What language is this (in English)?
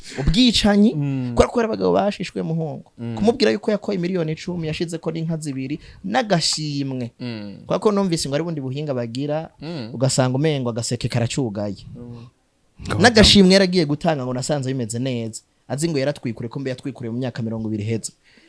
Rundi